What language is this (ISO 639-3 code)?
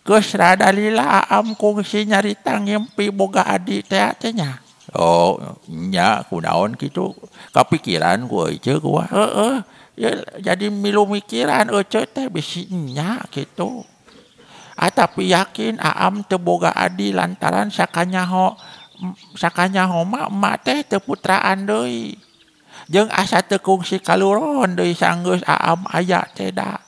sun